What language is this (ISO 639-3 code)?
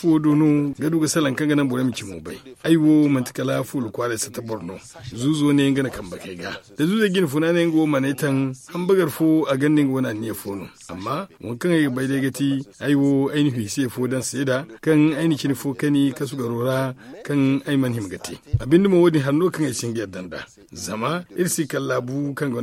dje